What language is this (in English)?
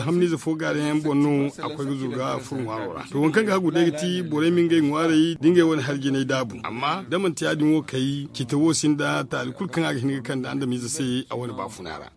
Zarma